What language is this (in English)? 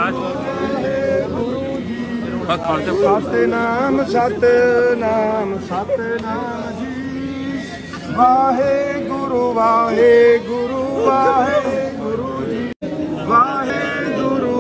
Punjabi